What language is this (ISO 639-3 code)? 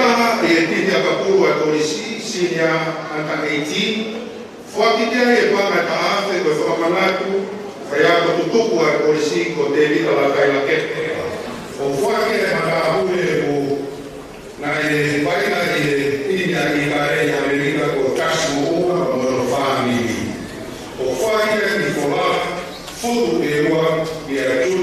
ton